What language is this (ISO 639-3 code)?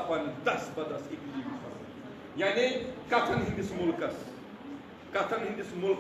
kas